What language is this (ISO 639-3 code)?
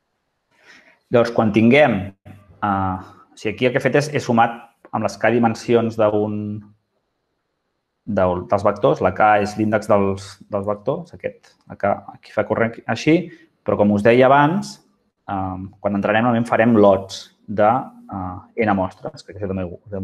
cat